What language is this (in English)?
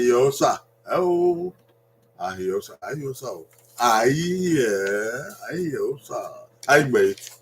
Bini